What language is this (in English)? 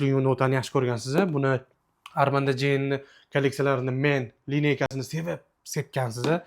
Uzbek